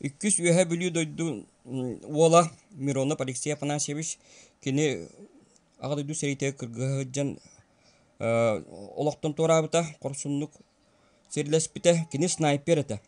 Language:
Yakut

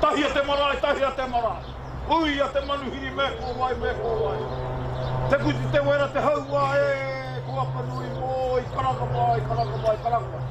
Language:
Māori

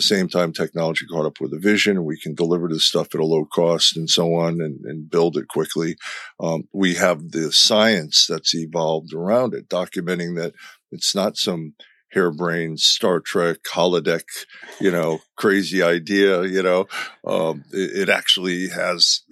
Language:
English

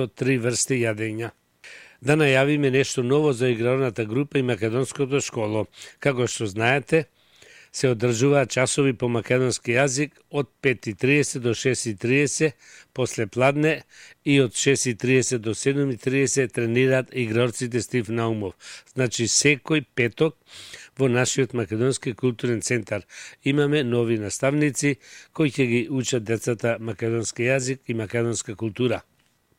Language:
Macedonian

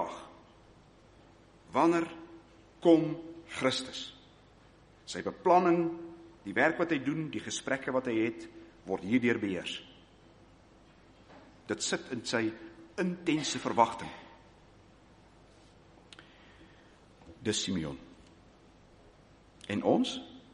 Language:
Afrikaans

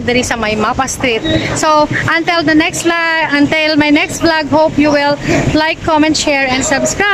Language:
Hiligaynon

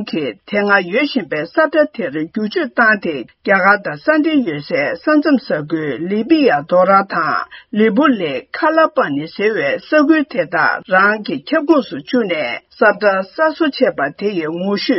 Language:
Tibetan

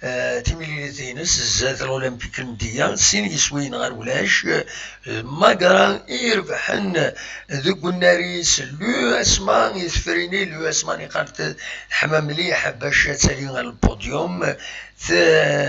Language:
Kabyle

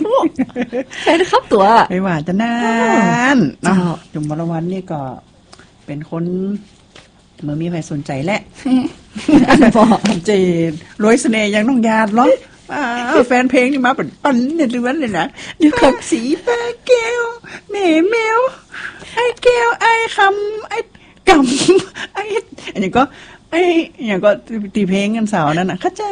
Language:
Thai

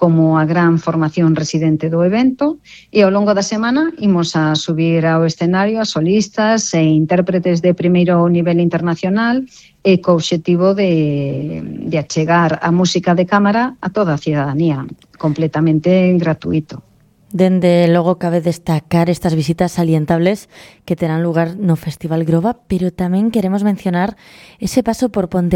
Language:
Galician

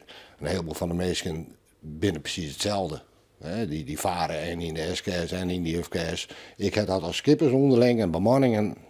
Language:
Western Frisian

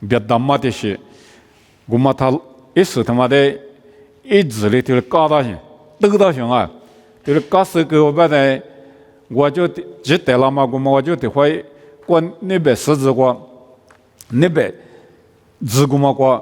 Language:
Lisu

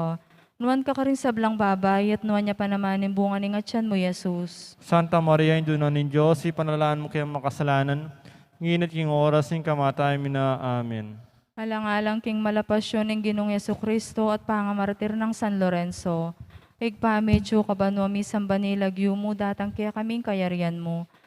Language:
Pampanga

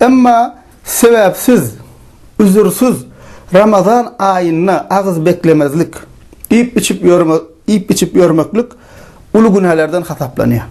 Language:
Turkmen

